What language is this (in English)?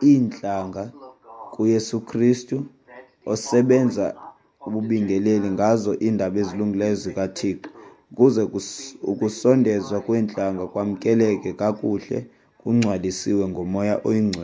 Xhosa